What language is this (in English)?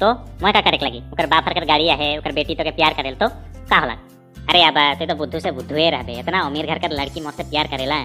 Sadri